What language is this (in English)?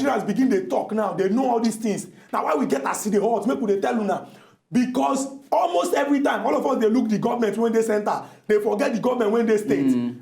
Nigerian Pidgin